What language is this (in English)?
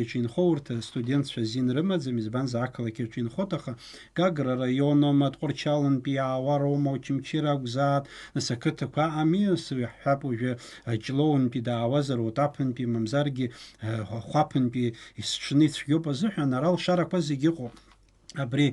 Abkhazian